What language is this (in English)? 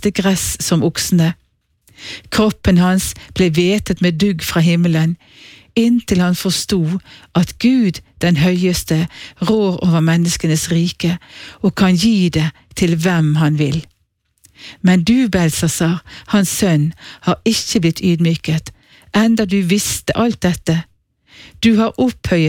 Norwegian